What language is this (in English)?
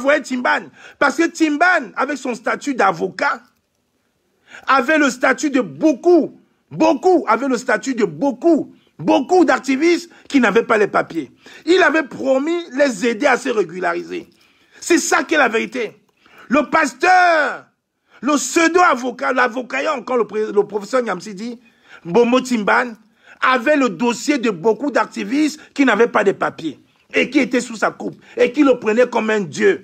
French